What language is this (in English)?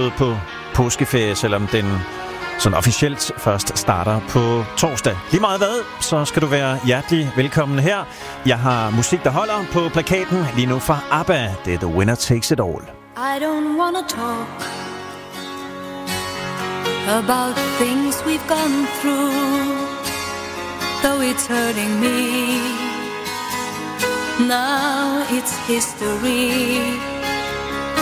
Danish